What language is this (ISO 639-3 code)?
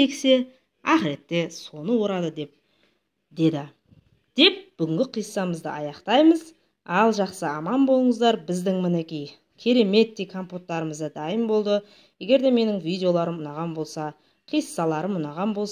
kaz